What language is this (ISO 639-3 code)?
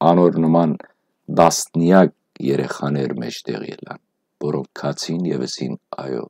hyw